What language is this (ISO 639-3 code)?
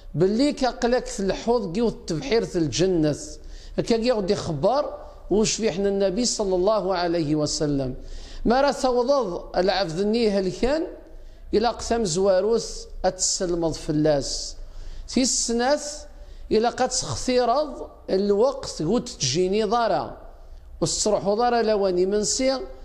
kab